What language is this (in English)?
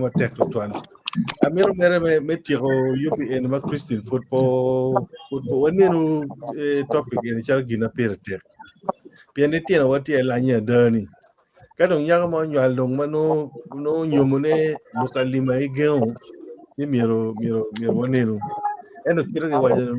Acoli